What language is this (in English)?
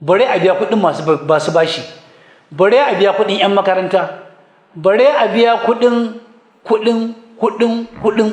Hausa